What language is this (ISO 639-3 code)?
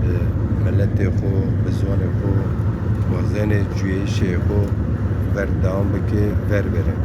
zza